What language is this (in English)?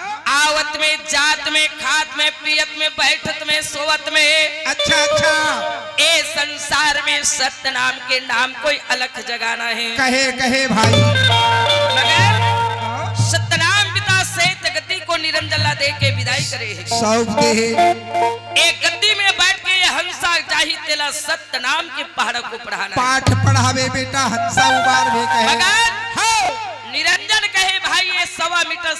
Chhattisgarhi